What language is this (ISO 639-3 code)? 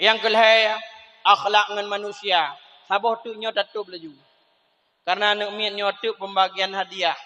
ace